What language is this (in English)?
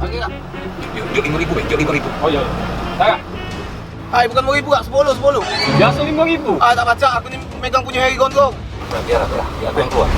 Musi